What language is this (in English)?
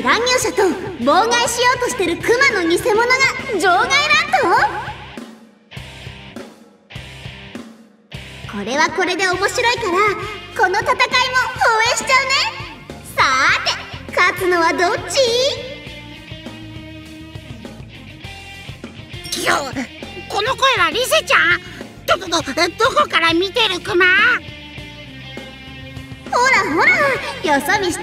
Japanese